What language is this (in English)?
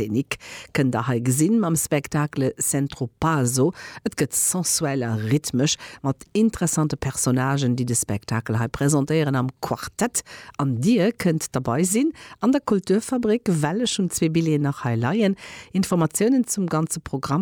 Luxembourgish